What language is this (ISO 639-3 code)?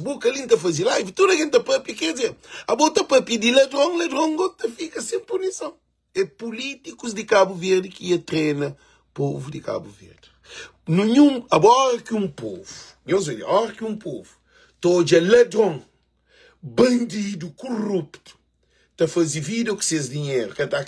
kea